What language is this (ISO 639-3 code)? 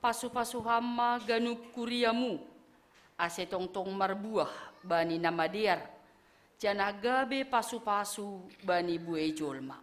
bts